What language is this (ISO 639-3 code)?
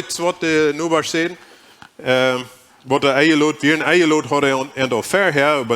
pdt